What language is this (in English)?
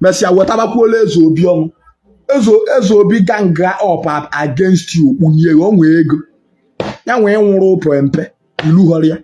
Igbo